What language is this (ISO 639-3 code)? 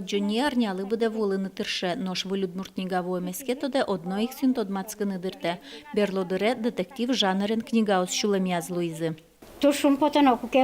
udm